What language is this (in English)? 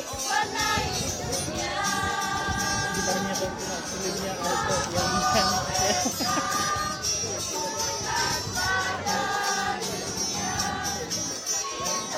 Indonesian